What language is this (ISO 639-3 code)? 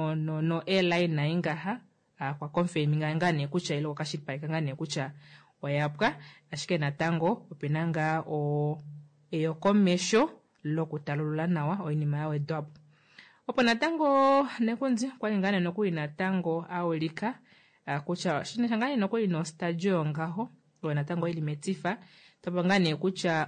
kua